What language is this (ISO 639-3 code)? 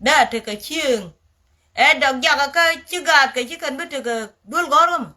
nus